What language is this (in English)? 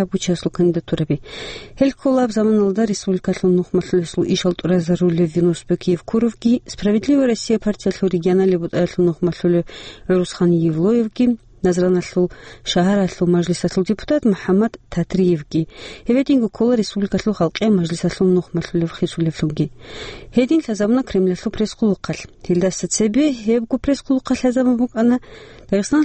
Avaric